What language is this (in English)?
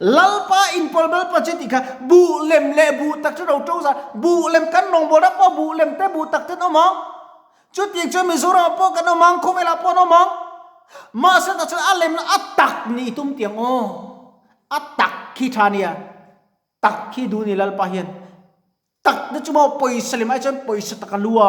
Mizo